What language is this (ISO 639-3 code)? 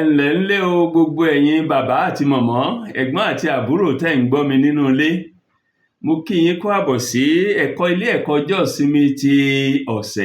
yor